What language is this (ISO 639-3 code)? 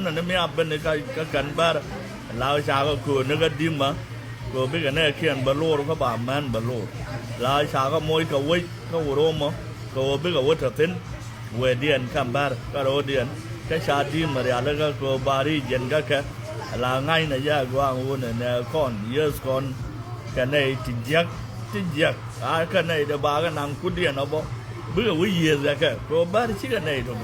nus